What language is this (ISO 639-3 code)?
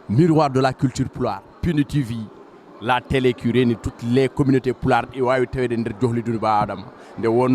ful